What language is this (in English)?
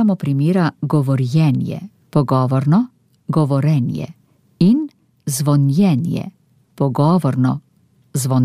Slovenian